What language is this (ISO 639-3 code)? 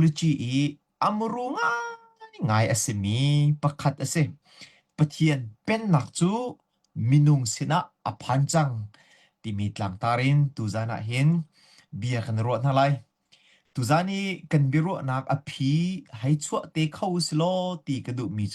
cnh